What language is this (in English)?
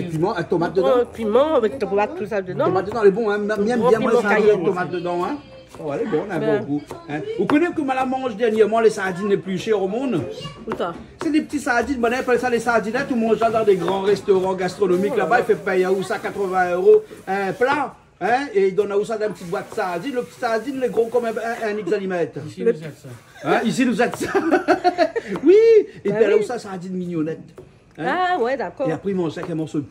Réunion Creole French